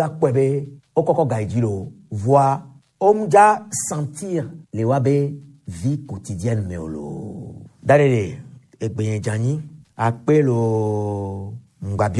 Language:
Gen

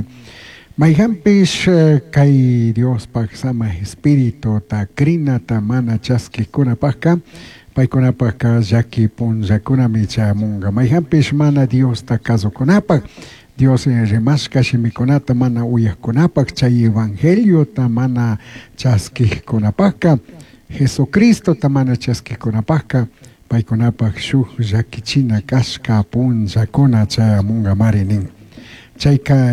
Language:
Chimborazo Highland Quichua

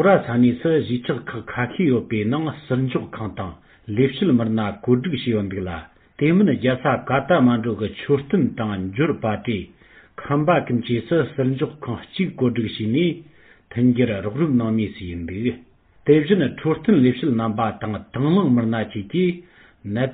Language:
Tibetan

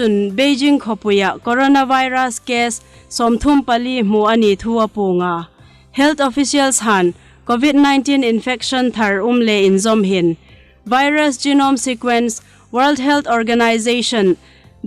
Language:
Hmar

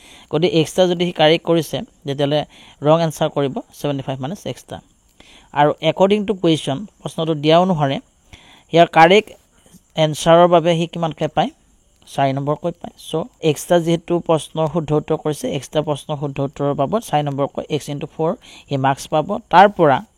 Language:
Assamese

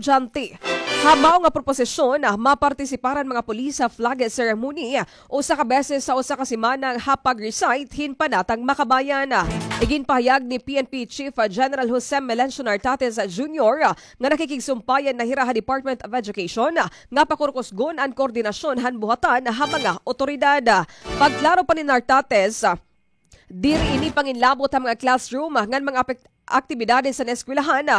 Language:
Waray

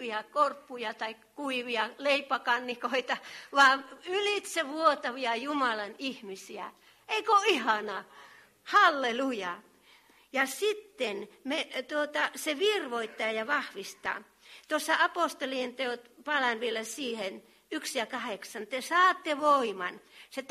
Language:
Finnish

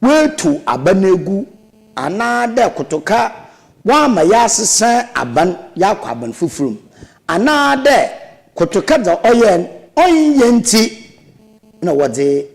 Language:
Akan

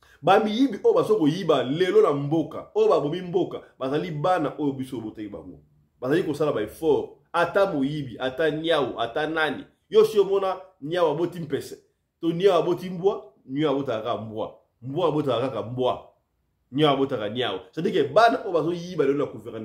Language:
Lingala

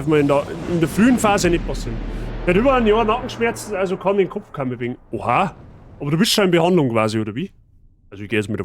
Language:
Bavarian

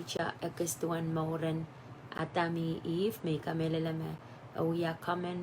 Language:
Pohnpeian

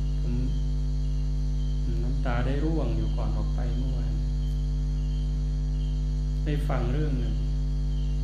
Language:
Thai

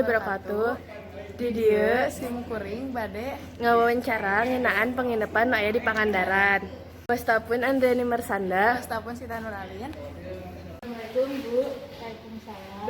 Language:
Sundanese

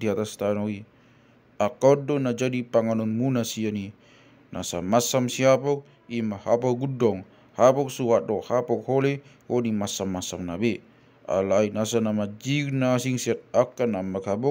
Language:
Batak Toba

